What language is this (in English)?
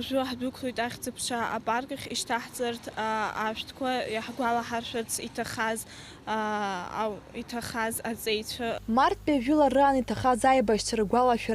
Abkhazian